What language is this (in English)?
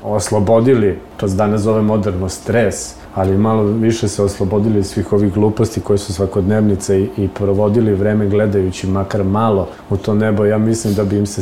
Serbian